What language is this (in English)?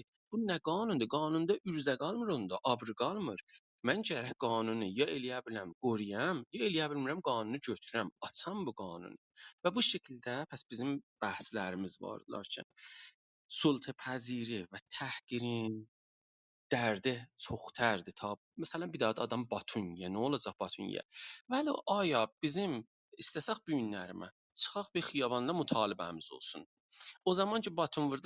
South Azerbaijani